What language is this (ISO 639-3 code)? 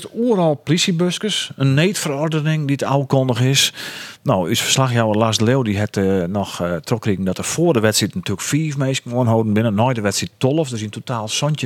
fry